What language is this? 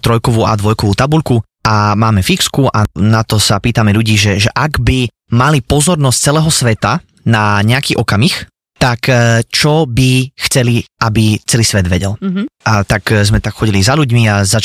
Slovak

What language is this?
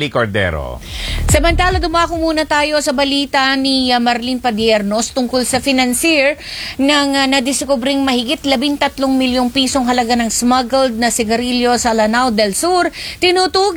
Filipino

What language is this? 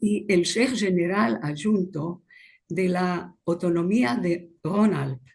Ladino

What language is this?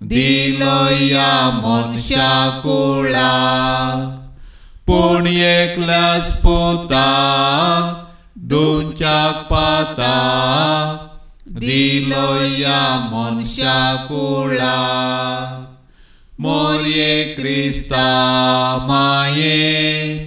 Konkani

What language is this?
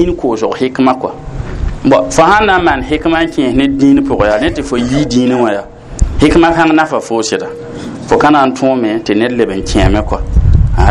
Mossi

